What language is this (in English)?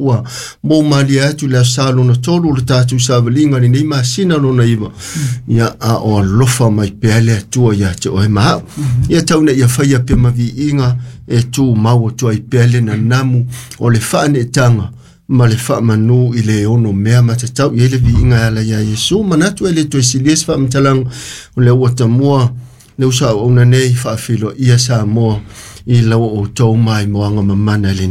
Samoan